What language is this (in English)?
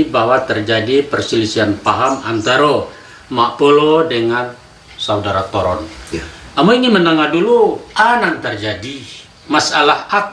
Minangkabau